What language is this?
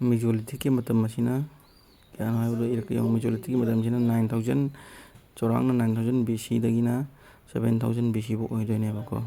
Manipuri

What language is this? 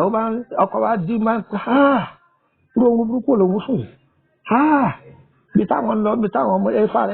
Yoruba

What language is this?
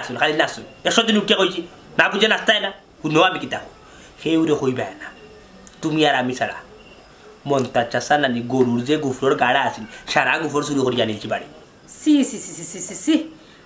Sylheti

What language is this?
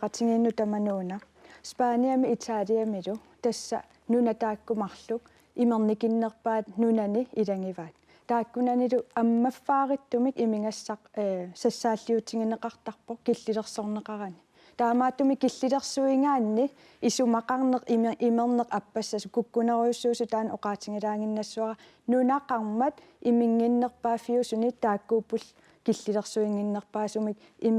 Kalaallisut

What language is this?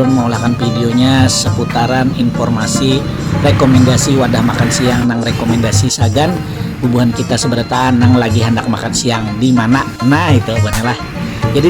Banjar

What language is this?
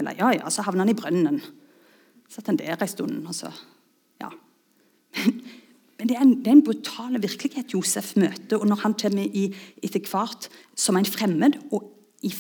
Norwegian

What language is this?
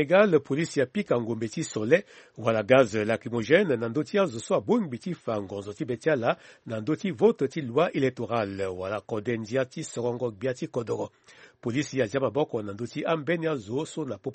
Sango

